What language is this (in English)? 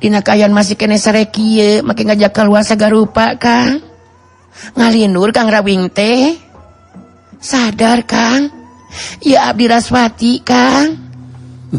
Sundanese